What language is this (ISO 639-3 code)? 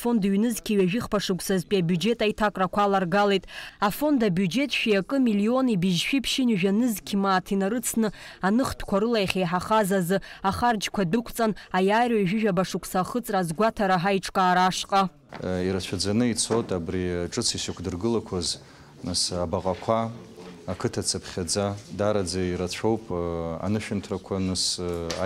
abk